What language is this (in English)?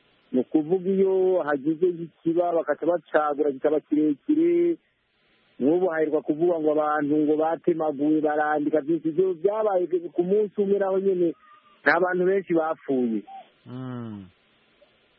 Kinyarwanda